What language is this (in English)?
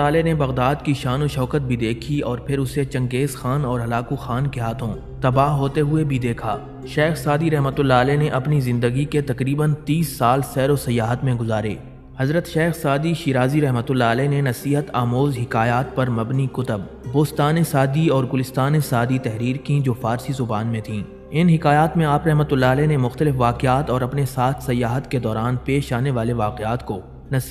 Urdu